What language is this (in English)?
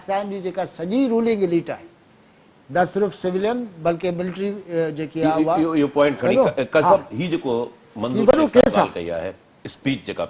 Sindhi